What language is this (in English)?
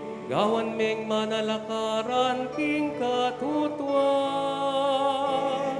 Pampanga